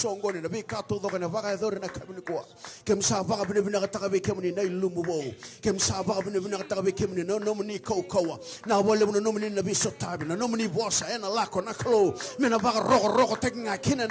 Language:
Fijian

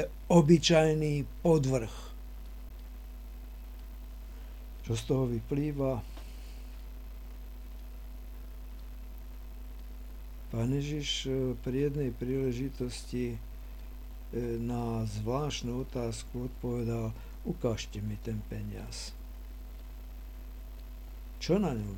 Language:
Slovak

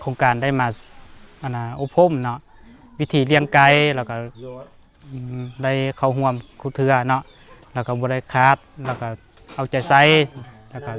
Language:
Lao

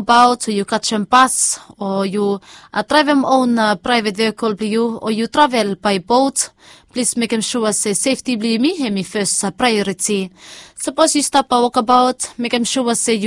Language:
Bislama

